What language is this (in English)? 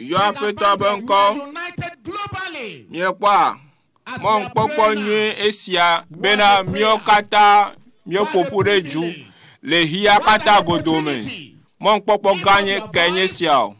Ewe